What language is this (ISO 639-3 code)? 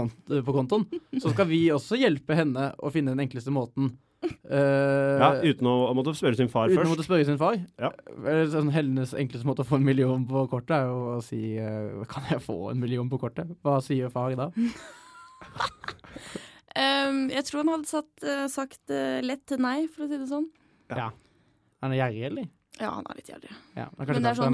nor